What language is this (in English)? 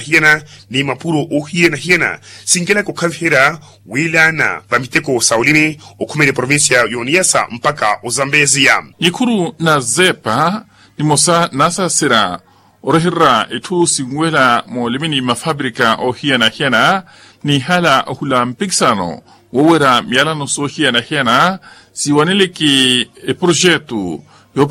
Makhuwa